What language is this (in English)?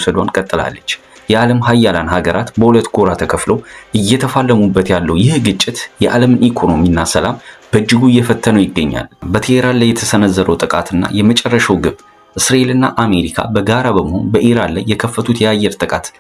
Amharic